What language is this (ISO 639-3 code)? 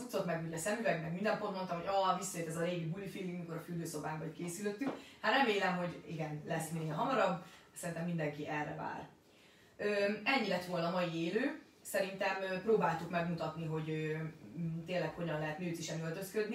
hun